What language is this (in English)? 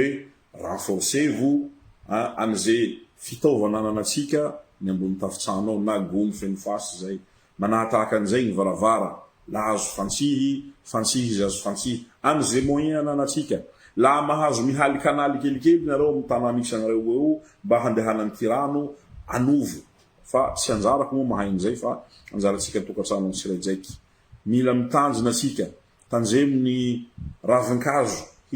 Malagasy